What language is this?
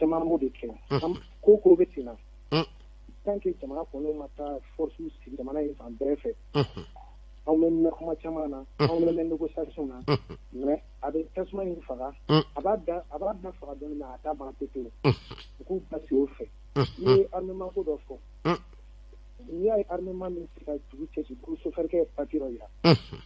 Bambara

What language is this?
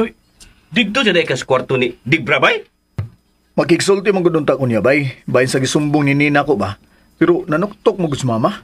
Cebuano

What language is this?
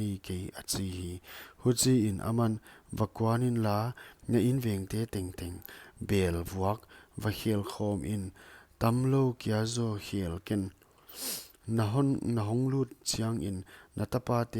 Paite Chin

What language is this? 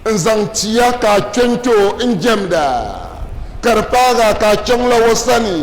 Dagbani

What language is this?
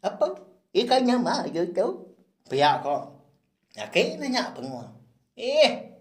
Iban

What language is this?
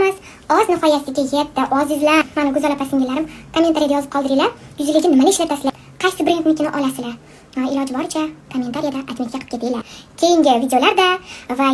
Uzbek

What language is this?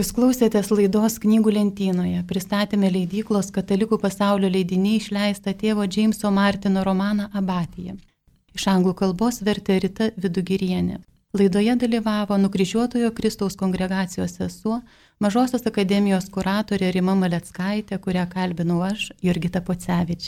Lithuanian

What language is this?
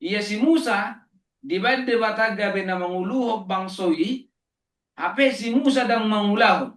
Batak Toba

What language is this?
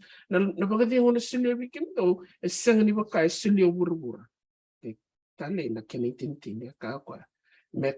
Fijian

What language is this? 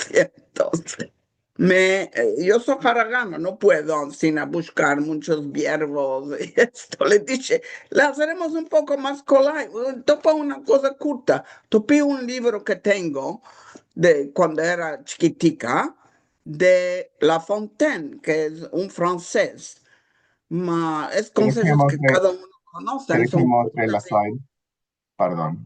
Ladino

